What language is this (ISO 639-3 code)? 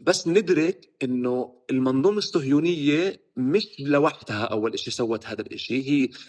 apc